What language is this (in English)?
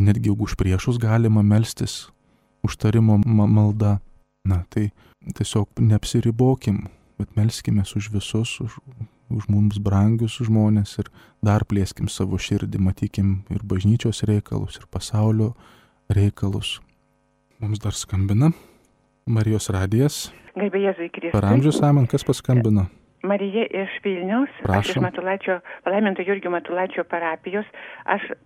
Lithuanian